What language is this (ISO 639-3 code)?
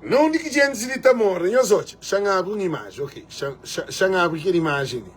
kea